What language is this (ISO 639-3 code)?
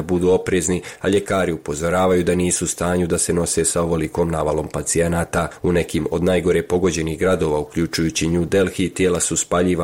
bos